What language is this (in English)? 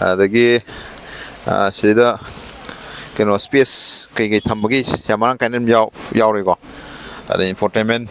Manipuri